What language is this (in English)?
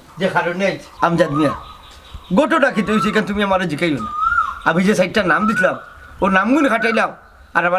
Sylheti